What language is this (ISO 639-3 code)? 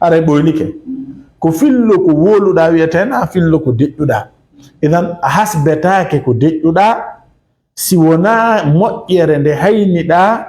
ful